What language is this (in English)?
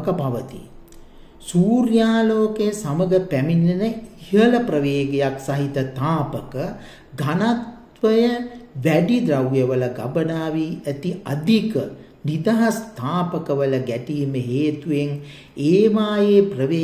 Sinhala